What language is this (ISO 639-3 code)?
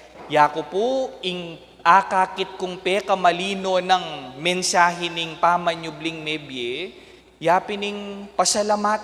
pam